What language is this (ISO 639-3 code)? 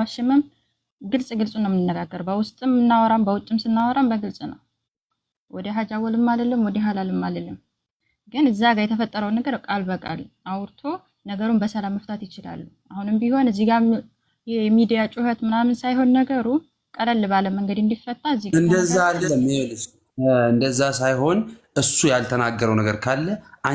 amh